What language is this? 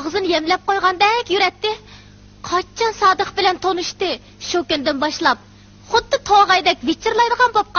Uyghur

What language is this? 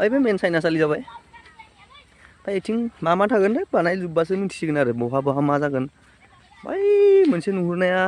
Bodo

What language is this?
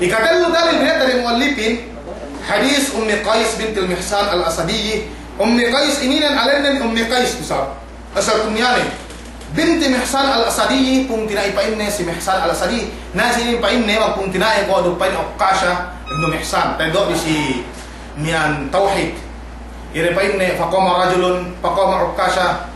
Yakan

